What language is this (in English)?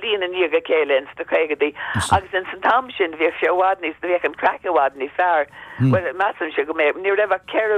Irish